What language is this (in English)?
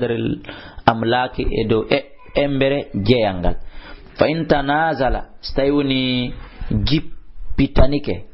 Fula